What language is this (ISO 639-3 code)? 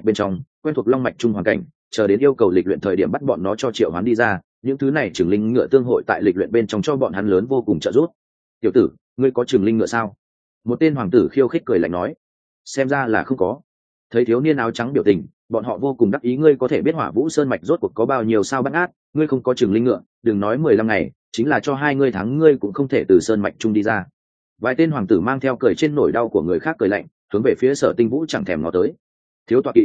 vie